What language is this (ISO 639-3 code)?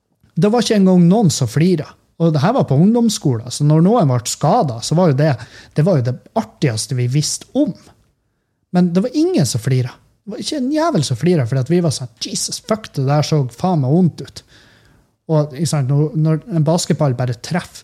nor